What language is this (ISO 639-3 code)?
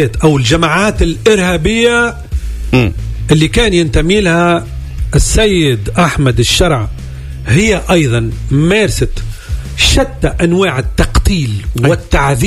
aeb